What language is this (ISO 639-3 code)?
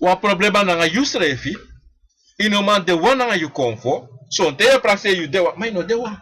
srn